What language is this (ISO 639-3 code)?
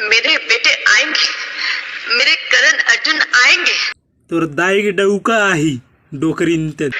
hne